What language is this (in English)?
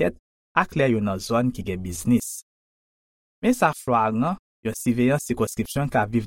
Haitian Creole